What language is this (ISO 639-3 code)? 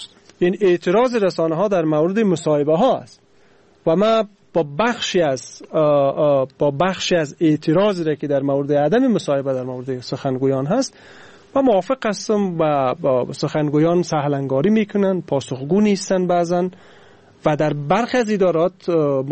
fas